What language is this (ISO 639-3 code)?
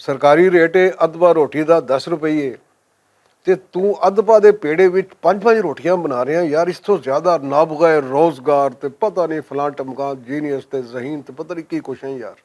lah